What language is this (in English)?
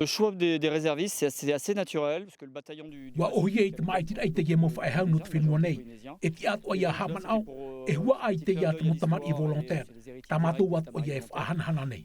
Tahitian